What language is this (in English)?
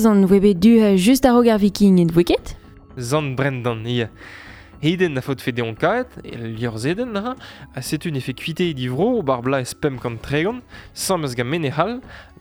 Breton